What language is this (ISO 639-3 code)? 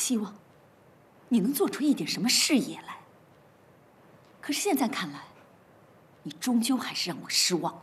zho